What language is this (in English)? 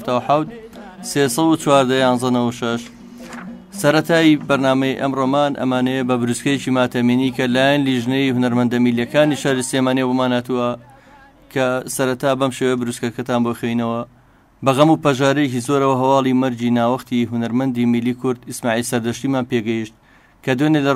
Central Kurdish